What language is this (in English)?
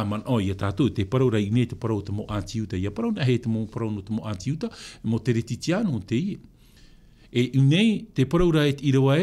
Tahitian